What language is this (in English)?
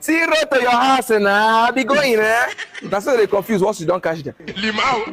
Nigerian Pidgin